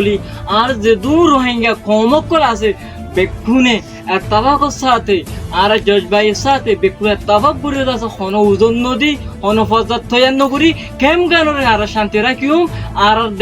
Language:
Rohingya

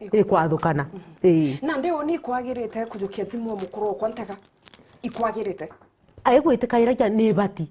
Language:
Meru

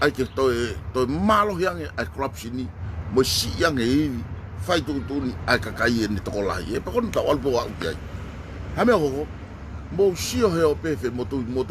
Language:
Tongan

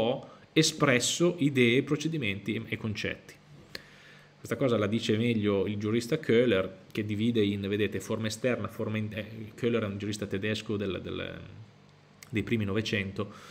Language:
Italian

